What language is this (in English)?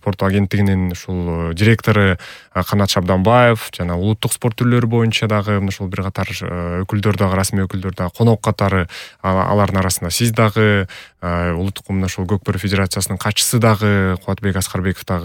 Kyrgyz